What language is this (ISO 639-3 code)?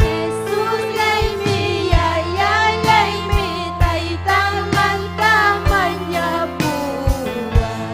quy